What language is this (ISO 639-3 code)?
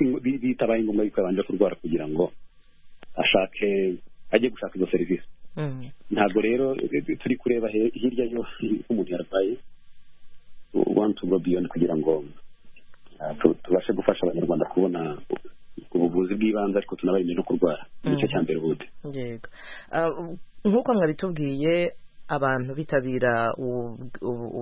kin